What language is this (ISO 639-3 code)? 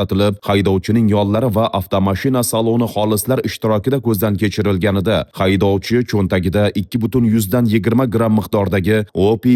uzb